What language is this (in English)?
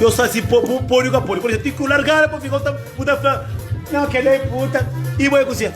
Kabuverdianu